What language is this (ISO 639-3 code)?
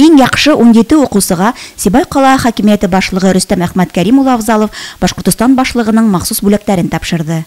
bak